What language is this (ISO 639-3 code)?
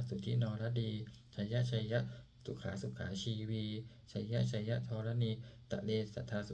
pli